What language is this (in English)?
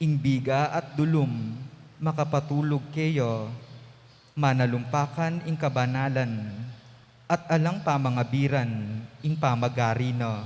Pampanga